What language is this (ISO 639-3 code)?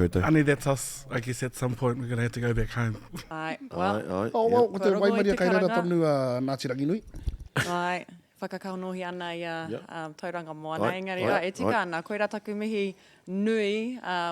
mri